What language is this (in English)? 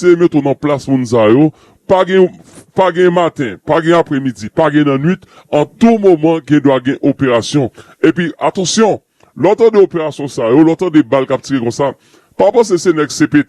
Haitian Creole